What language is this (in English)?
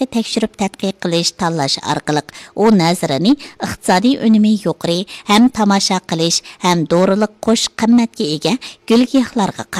Uyghur